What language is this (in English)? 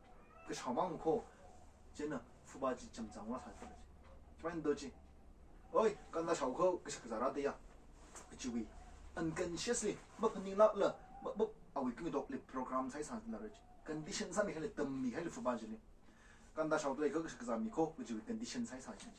Tangkhul Naga (India)